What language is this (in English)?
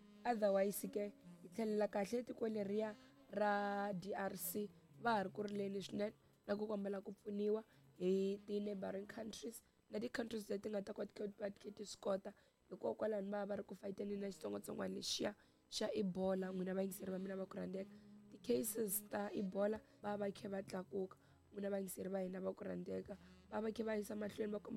Tsonga